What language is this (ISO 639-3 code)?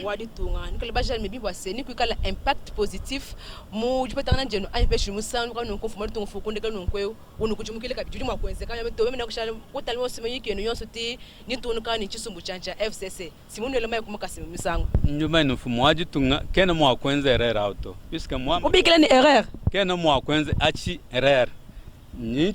lua